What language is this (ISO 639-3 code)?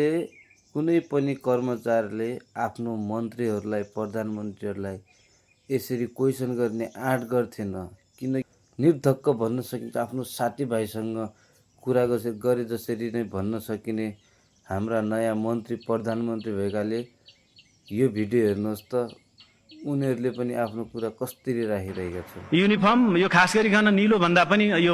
nep